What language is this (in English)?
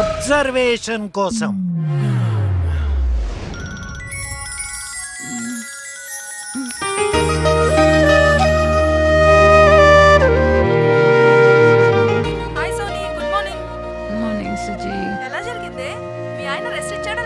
Telugu